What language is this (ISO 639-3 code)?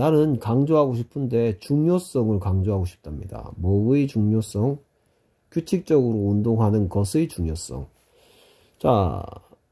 kor